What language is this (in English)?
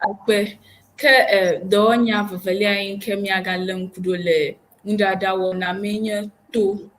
Ewe